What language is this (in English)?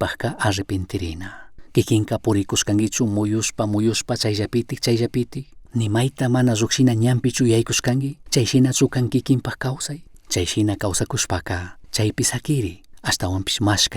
Chimborazo Highland Quichua